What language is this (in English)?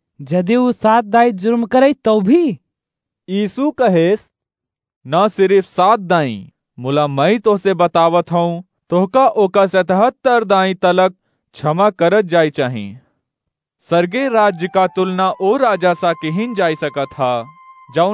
Awadhi